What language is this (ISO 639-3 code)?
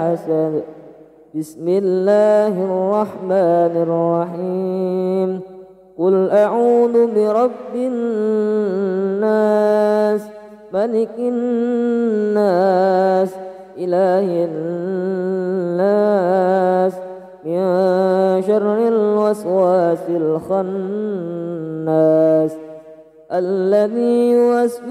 ara